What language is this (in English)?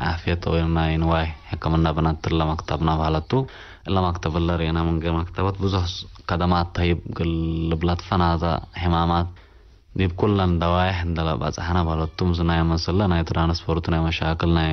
Tigre